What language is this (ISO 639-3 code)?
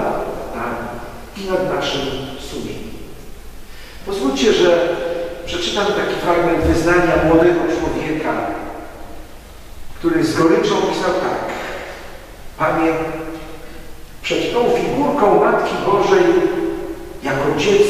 pol